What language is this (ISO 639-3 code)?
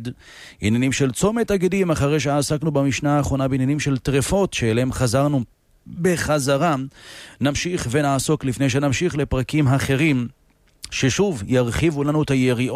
heb